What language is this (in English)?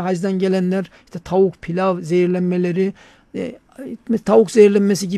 Turkish